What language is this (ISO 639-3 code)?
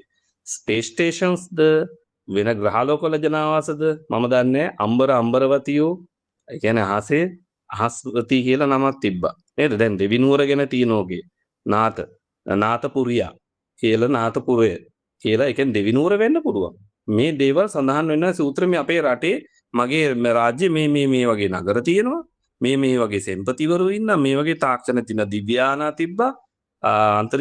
sin